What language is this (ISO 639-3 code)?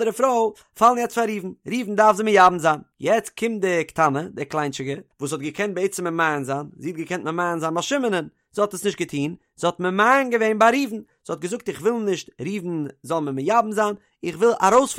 yid